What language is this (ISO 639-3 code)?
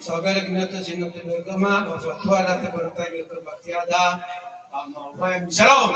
nia